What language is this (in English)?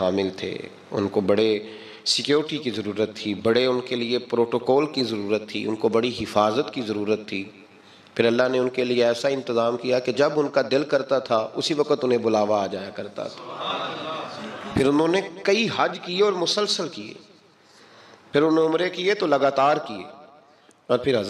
Urdu